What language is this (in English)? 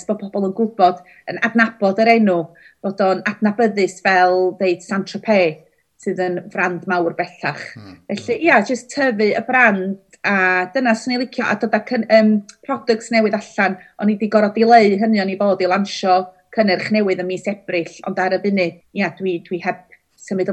Welsh